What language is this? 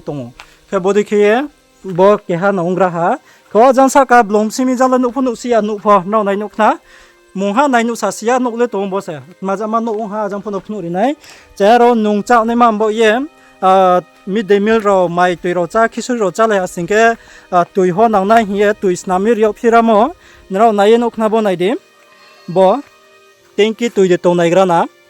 Riang (India)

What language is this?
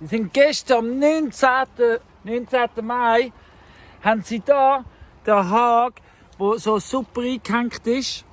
Swiss German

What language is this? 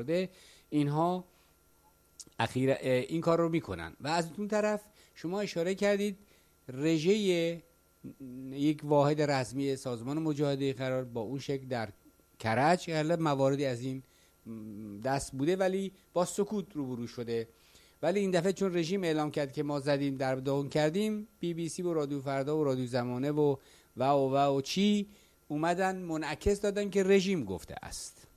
Persian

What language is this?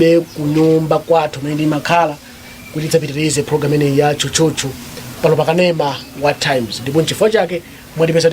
Nyanja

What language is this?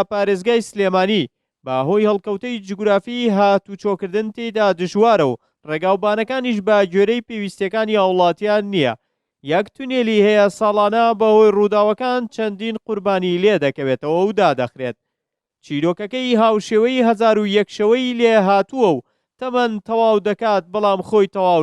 Central Kurdish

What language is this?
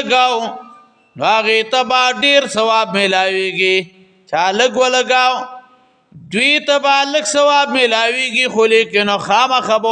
Pashto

